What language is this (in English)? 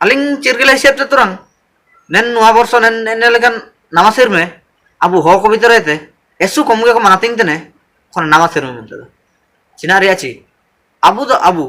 Ho